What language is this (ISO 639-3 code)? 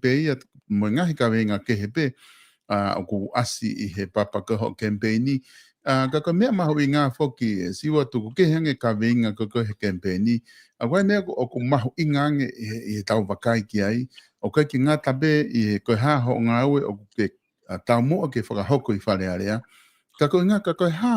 ton